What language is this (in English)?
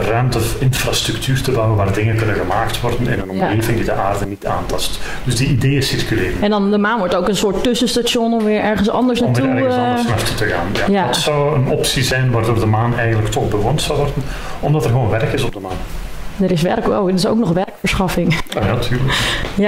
Dutch